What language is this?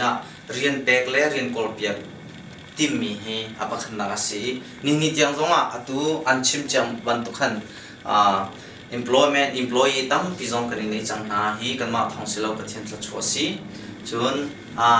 Hakha Chin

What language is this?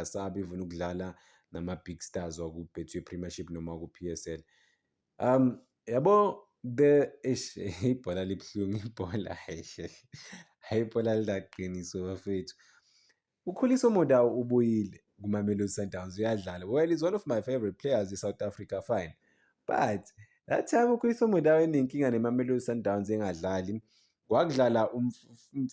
Zulu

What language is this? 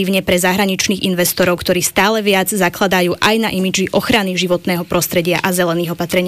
Slovak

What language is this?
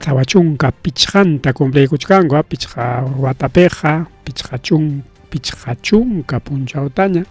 Ayacucho Quechua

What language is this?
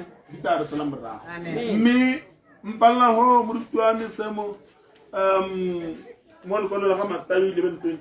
Tswana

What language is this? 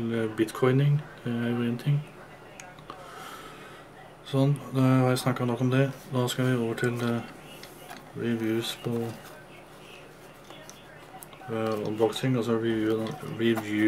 Norwegian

